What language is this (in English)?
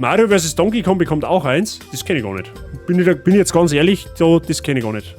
Bavarian